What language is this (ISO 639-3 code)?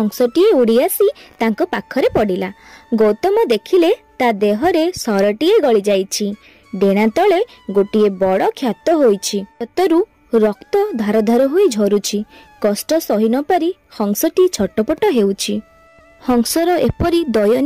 ori